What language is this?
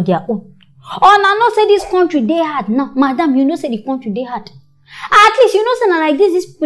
Nigerian Pidgin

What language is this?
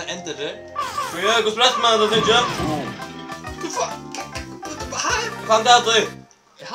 Faroese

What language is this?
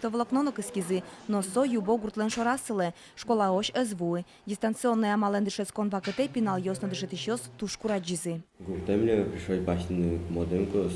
Udmurt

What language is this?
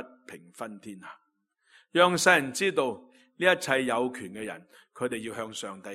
Cantonese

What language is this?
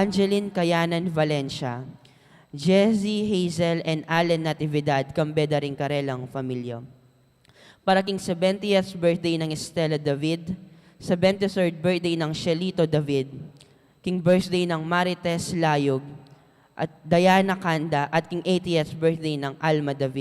Pampanga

